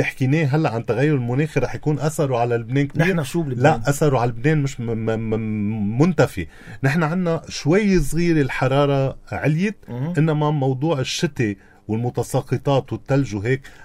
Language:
North Levantine Arabic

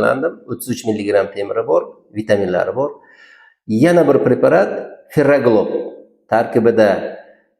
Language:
Uzbek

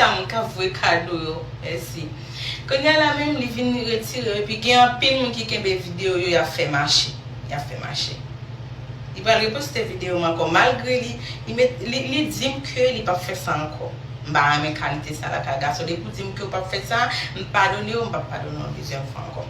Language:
Haitian Creole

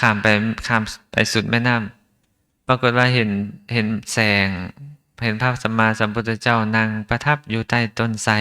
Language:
Lao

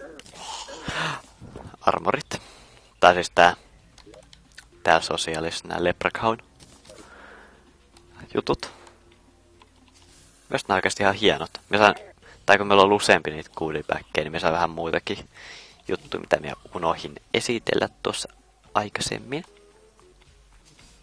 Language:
Finnish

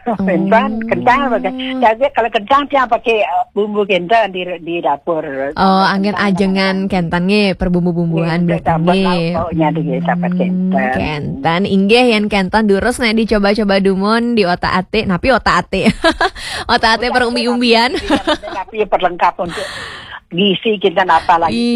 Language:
Balinese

